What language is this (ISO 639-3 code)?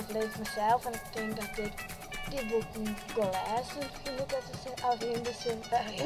fry